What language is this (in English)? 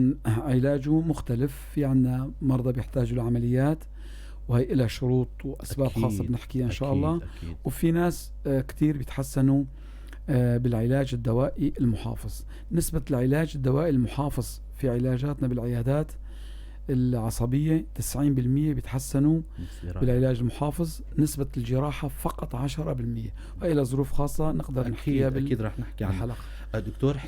North Levantine Arabic